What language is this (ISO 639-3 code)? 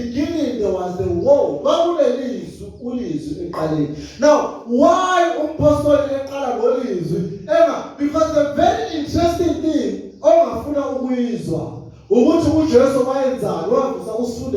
zul